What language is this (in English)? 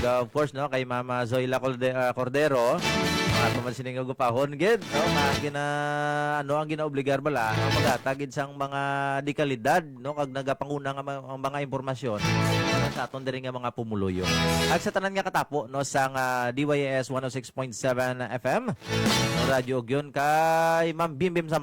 Hiligaynon